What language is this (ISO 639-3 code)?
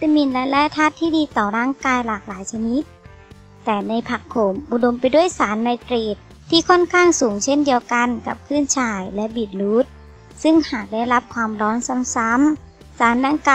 tha